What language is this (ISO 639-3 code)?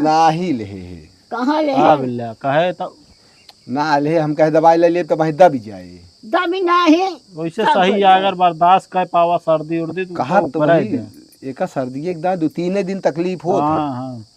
awa